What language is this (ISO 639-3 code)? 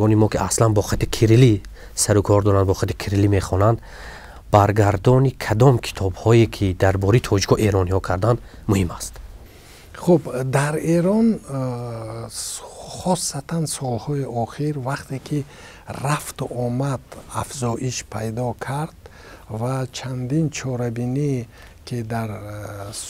tgk